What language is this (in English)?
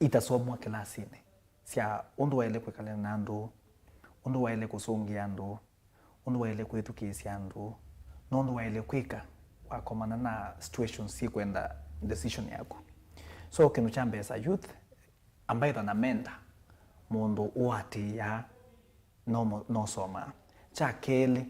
Kamba